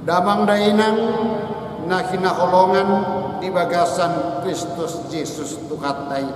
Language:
Batak Toba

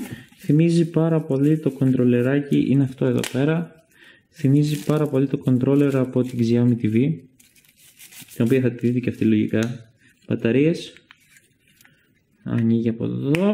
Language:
Greek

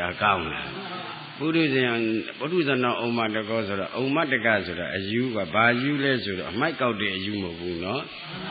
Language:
Burmese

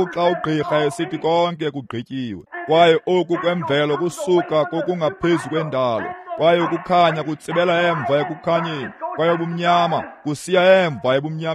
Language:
Xhosa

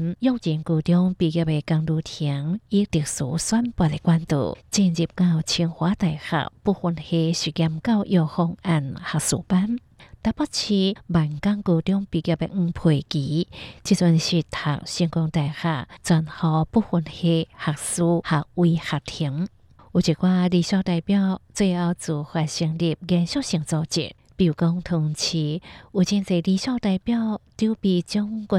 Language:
Hakka Chinese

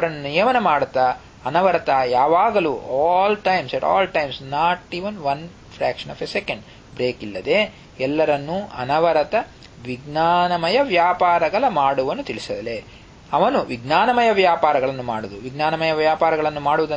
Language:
Kannada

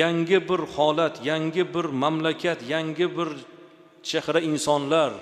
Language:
Uzbek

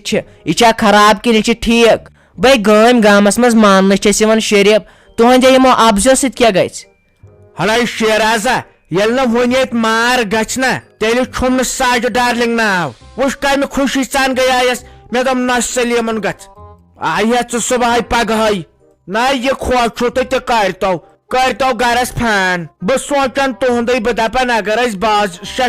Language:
Kashmiri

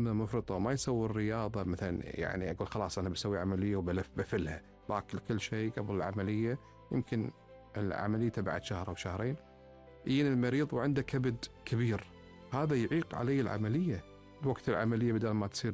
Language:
Gulf Arabic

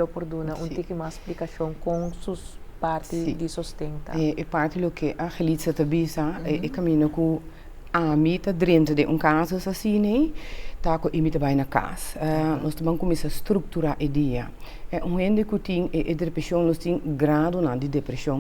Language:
Papiamento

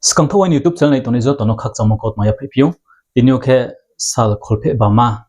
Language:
Riang (India)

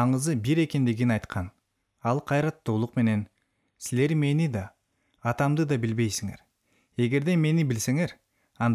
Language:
Kyrgyz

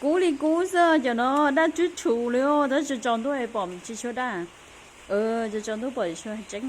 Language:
Hmong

